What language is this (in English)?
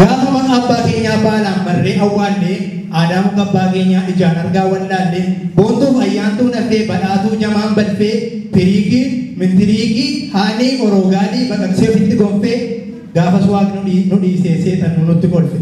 Oromo